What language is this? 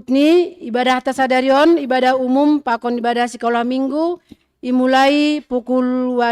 Batak Simalungun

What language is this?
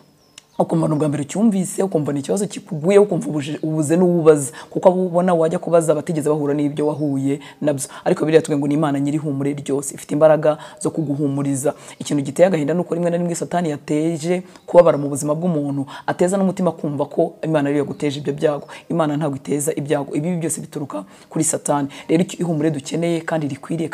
Kinyarwanda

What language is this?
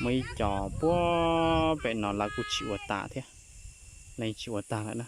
Hmong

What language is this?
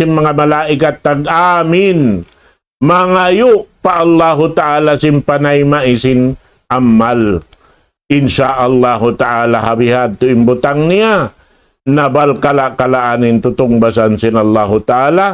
Tausug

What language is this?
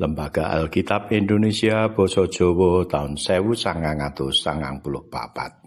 Javanese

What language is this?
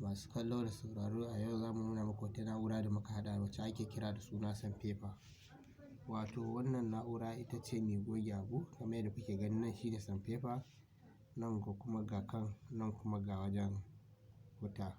Hausa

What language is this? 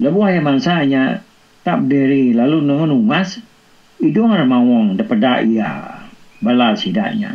Iban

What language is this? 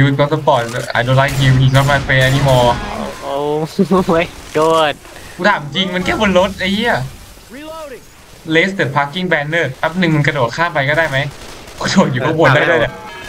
Thai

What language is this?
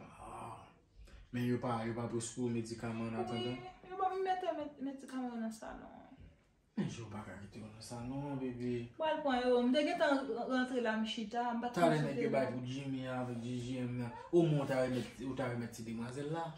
Haitian Creole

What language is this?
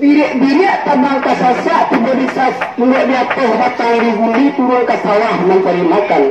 Minangkabau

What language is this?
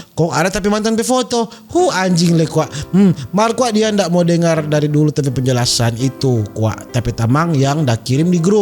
Manado Malay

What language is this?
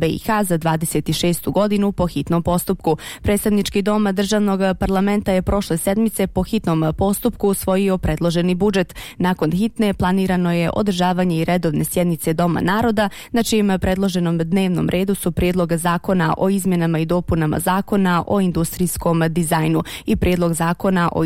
Bosnian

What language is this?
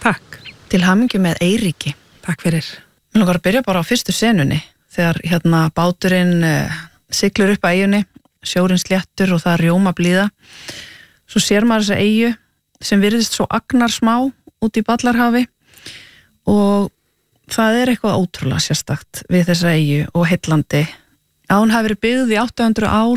Icelandic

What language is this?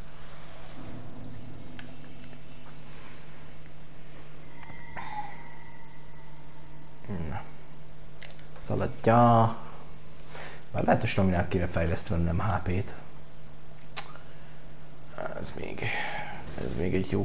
Hungarian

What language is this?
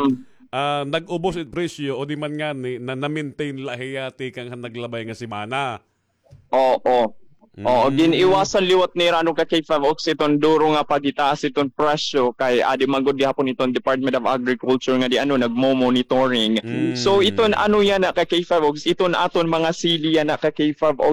Waray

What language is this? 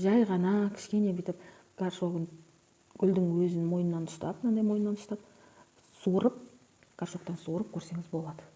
Kazakh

